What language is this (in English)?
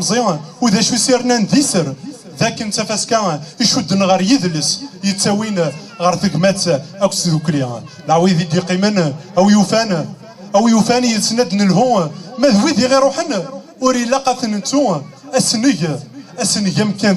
Kabyle